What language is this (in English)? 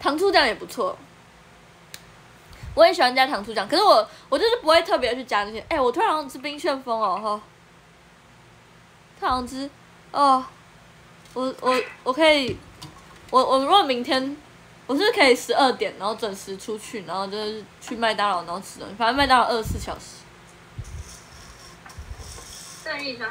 Chinese